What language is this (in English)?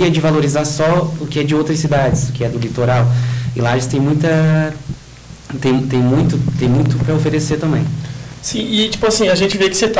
Portuguese